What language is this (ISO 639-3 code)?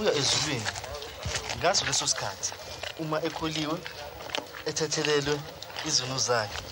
zul